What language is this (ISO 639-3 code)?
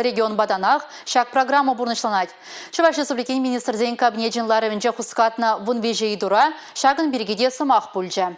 chv